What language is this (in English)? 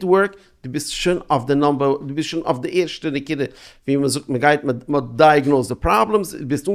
Yiddish